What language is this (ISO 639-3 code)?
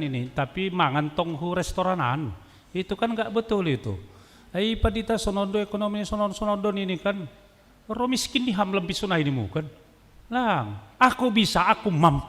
bts